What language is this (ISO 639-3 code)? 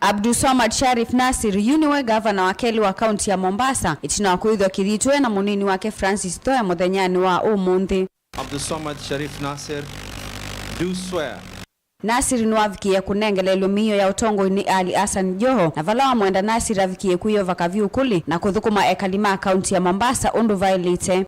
kam